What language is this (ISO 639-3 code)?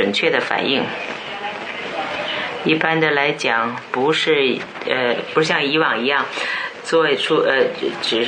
zho